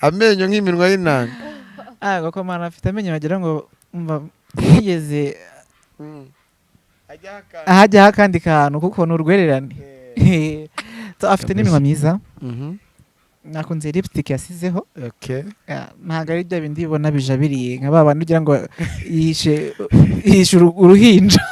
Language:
Kinyarwanda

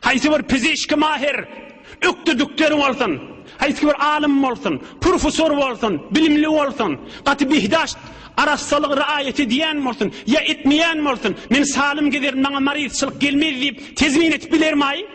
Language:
Turkmen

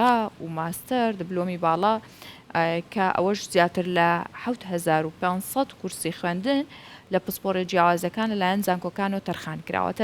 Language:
Central Kurdish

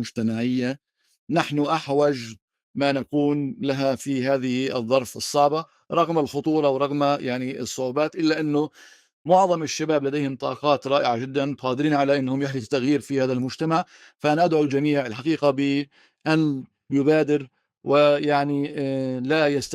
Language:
North Levantine Arabic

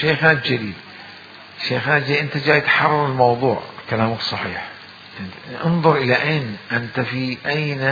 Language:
Mesopotamian Arabic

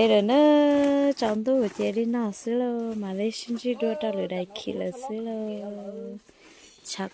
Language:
Hmong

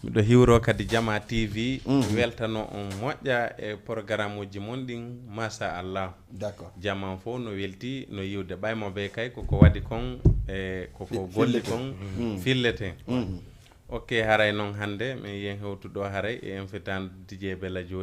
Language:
Fula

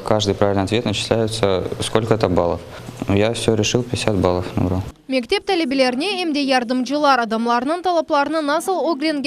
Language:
Crimean Tatar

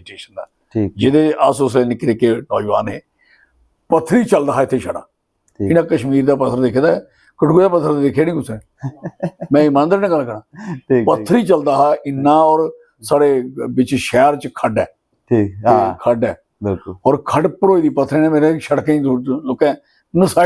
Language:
Dogri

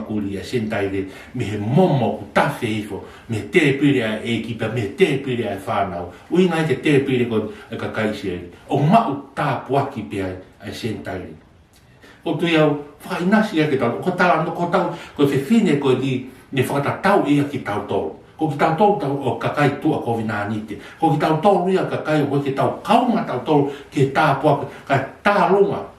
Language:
Tongan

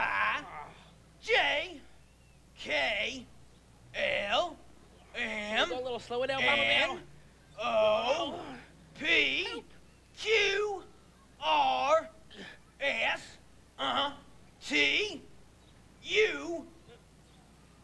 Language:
English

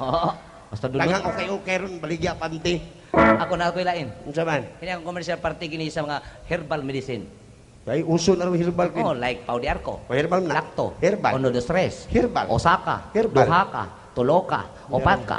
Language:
Cebuano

